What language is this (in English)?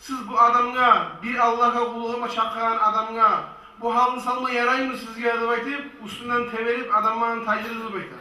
Kumyk